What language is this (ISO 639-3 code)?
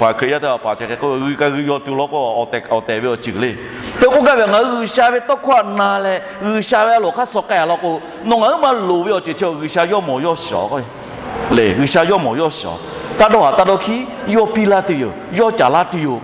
lhu